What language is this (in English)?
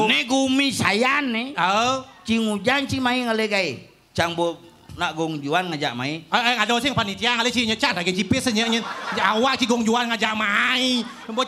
Balinese